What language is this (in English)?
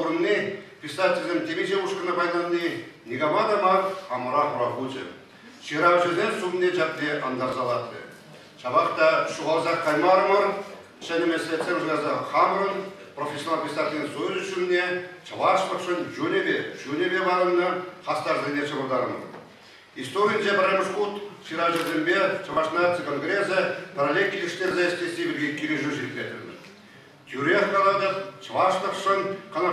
Chuvash